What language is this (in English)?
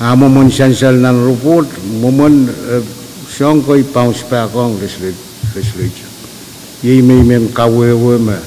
Pohnpeian